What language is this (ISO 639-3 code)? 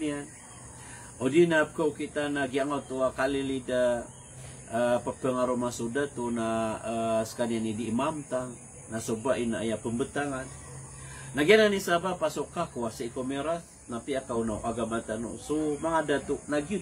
mrw